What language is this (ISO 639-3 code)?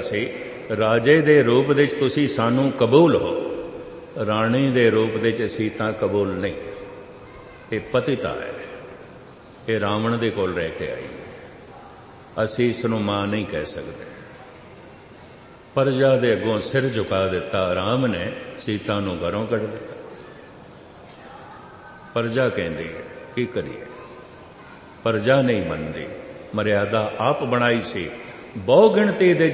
pan